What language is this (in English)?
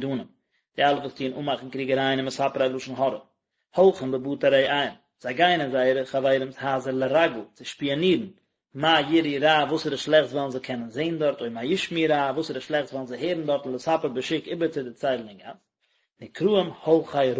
Yiddish